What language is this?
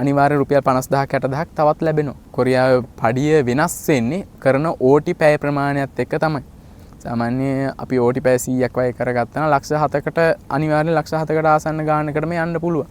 Sinhala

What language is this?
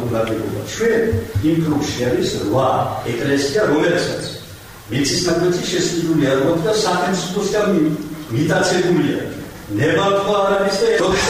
Georgian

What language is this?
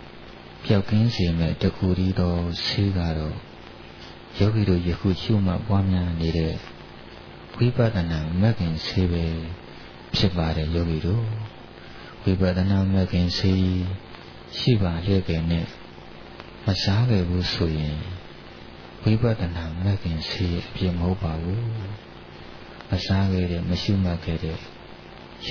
Burmese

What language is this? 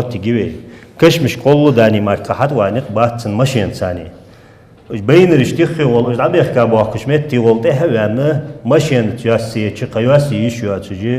Ingush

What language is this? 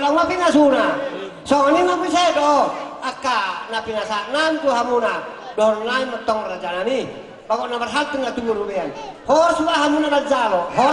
Batak Toba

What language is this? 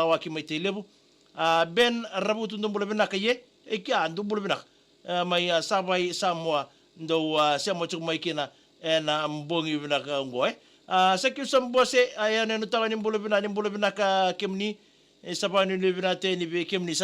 Fijian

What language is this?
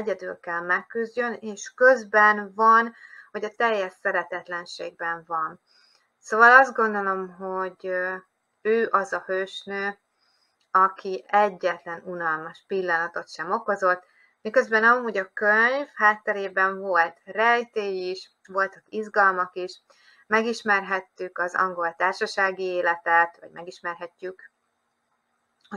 Hungarian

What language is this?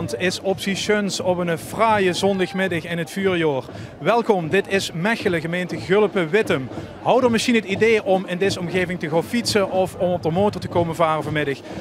Limburgish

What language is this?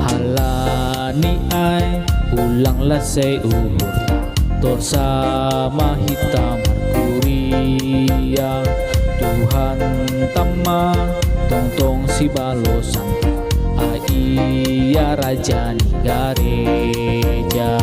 Batak Simalungun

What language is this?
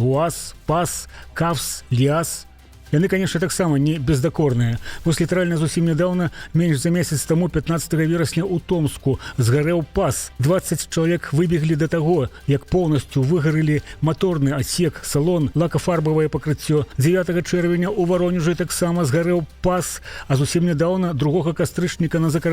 Belarusian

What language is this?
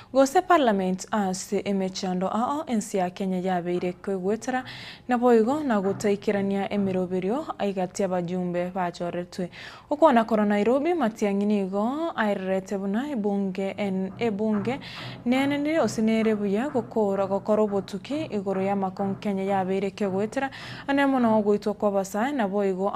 Gusii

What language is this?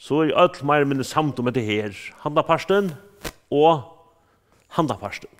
Faroese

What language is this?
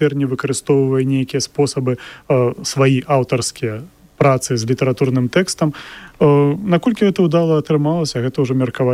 Belarusian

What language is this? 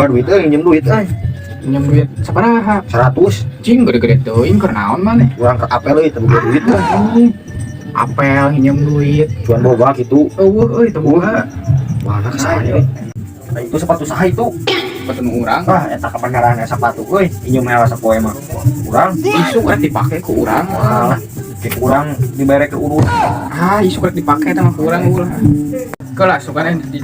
Sundanese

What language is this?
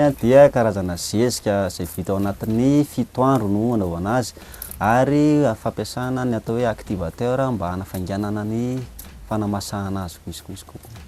Malagasy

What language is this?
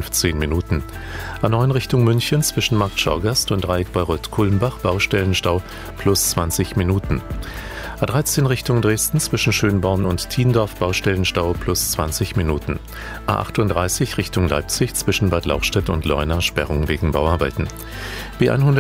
German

